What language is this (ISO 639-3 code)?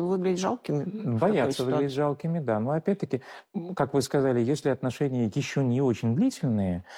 rus